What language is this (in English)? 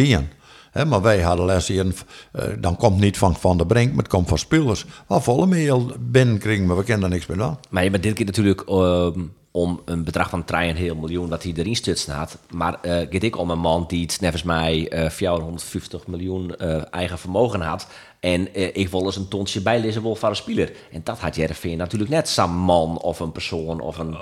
Western Frisian